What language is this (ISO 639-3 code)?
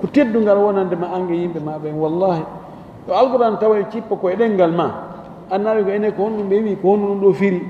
ful